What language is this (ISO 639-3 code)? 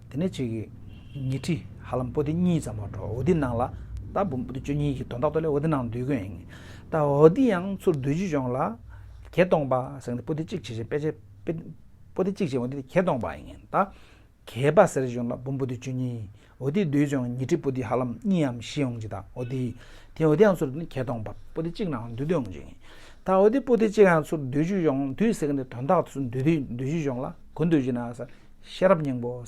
bod